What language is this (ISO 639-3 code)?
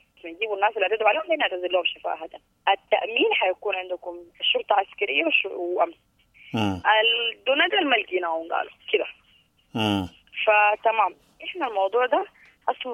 apd